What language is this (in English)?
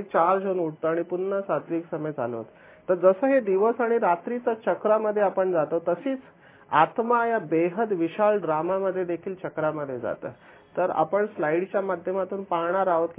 Marathi